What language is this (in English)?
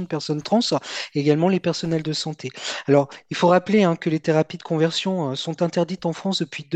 French